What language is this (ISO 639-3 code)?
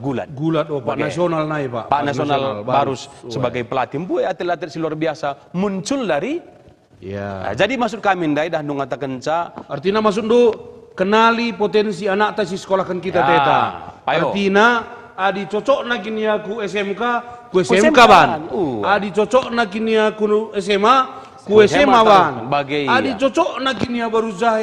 btx